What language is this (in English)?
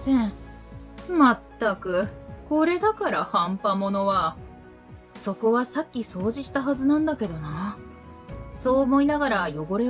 Japanese